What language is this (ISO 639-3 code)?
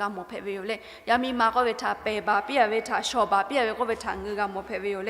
lhu